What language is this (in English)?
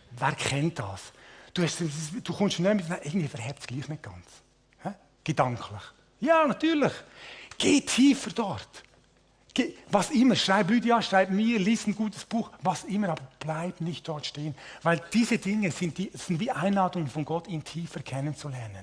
Swiss German